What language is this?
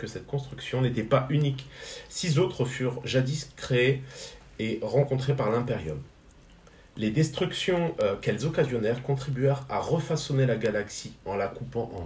French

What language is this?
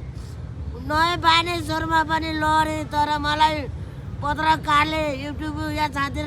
Nepali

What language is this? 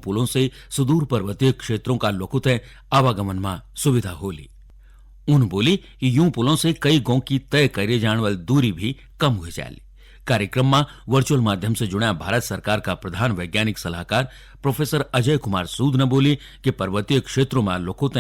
Garhwali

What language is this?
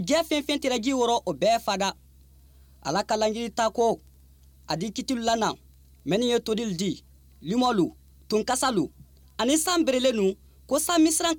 Bambara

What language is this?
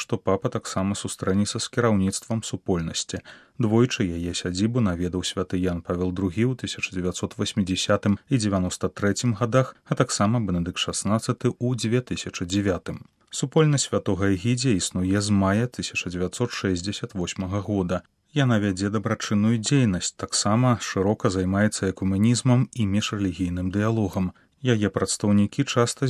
Belarusian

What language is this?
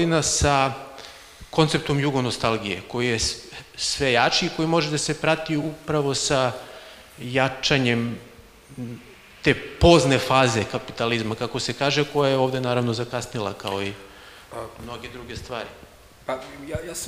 Serbian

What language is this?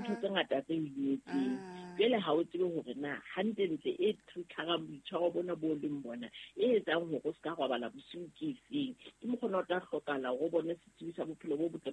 Southern Sotho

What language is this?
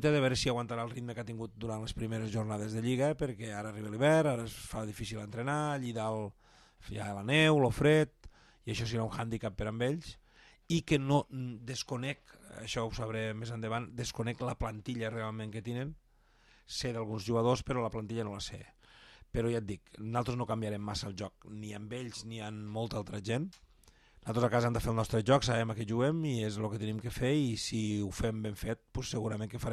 Catalan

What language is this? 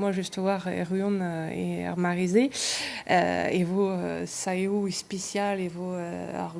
Breton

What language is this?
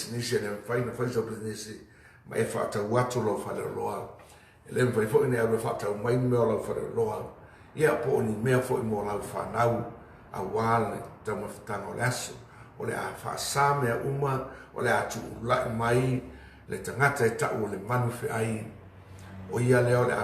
Samoan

